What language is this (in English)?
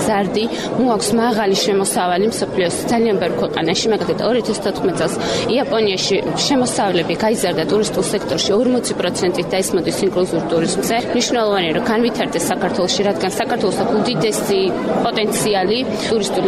Georgian